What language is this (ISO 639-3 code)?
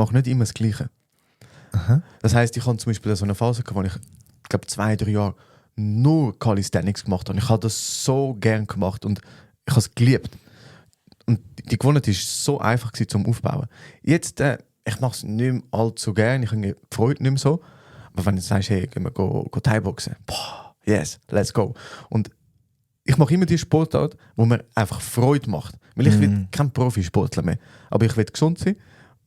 gsw